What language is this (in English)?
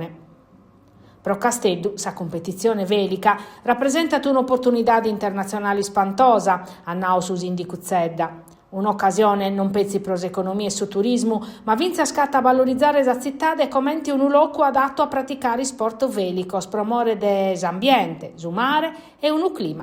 Sardinian